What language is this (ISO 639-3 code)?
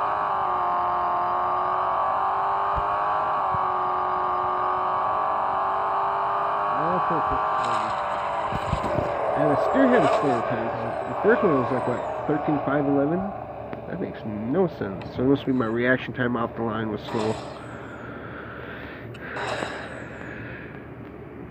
eng